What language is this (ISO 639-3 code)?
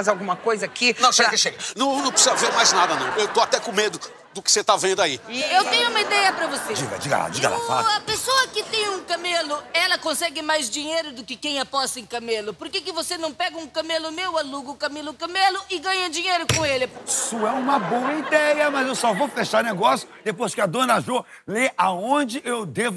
por